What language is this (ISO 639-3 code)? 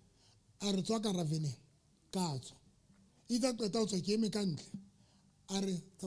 sot